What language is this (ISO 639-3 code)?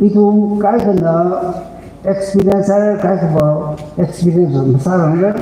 nmf